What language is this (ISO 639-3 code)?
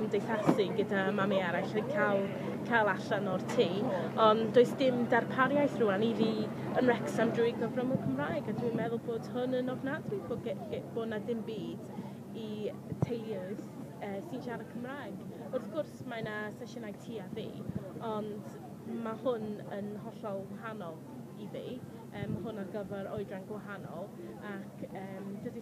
cym